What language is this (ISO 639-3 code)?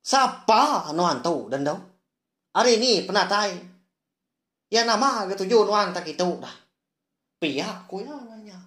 iba